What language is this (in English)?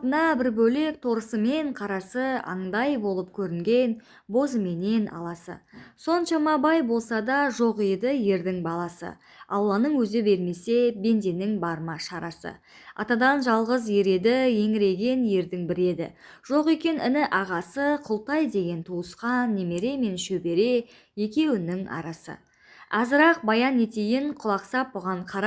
Kazakh